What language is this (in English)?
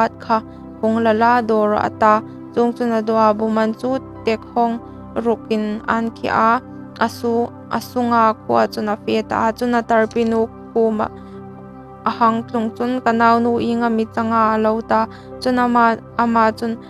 Hmar